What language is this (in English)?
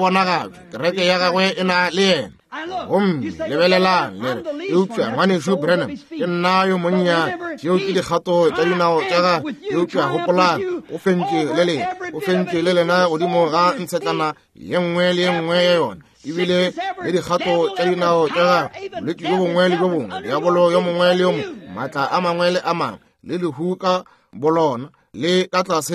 Northern Sotho